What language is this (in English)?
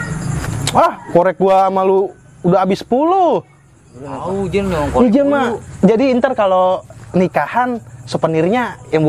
Betawi